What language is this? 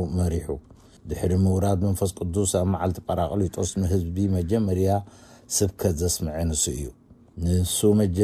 Tigrinya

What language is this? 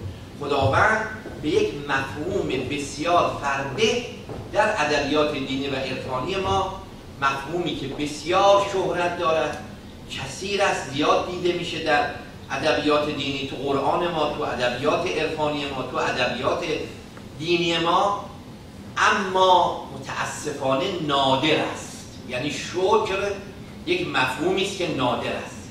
Persian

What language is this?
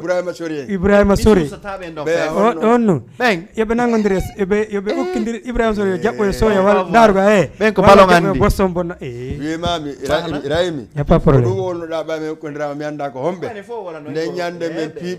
Fula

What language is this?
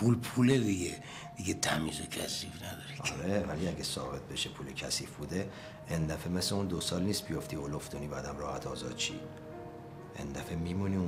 Persian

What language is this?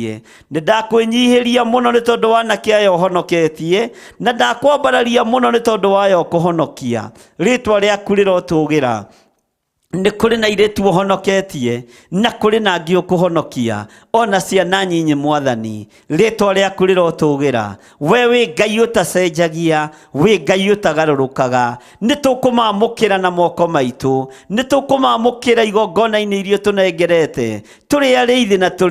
Kikuyu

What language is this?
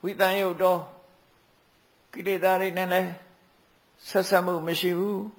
Burmese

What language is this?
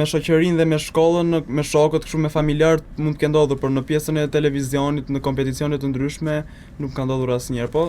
Albanian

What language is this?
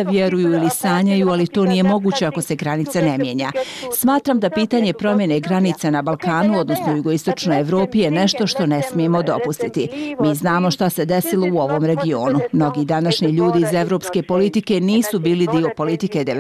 Bosnian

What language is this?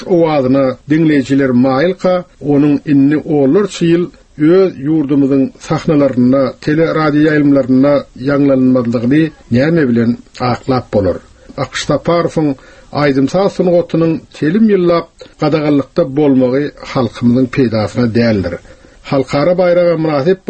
Turkmen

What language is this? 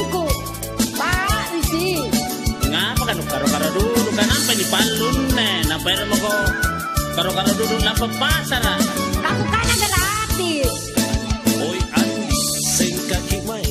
Makasar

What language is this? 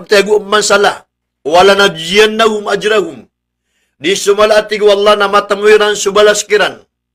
Maranao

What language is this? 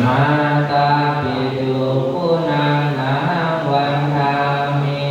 Pali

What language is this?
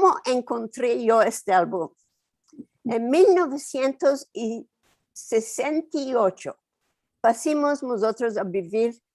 Ladino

